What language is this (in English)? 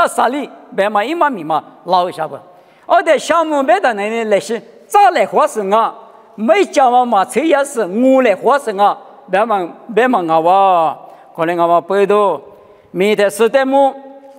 Lisu